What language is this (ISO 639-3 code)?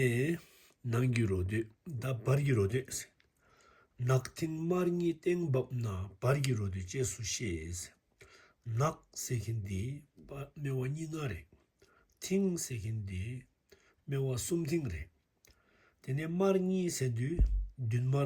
bod